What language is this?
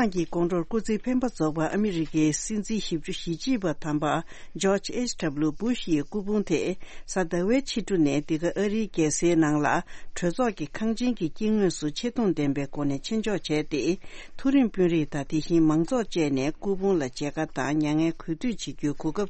Tibetan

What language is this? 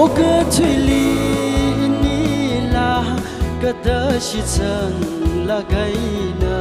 Tangkhul Naga (India)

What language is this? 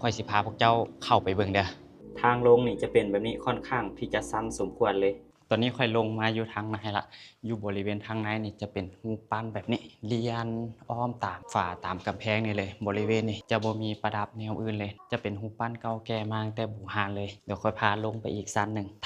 Lao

